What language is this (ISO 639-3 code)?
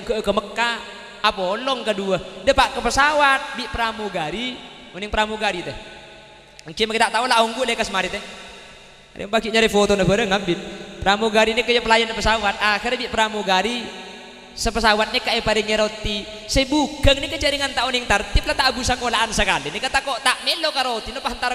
mad